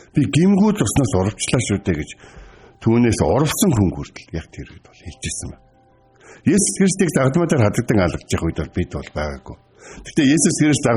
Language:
Mongolian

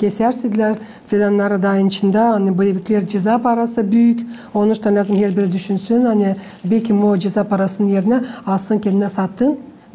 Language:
Gagauz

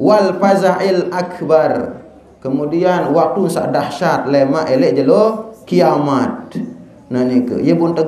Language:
Sasak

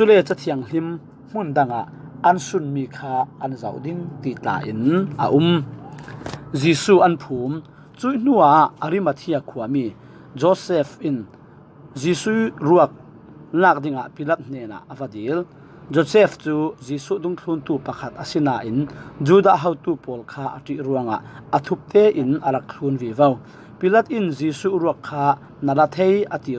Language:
Falam Chin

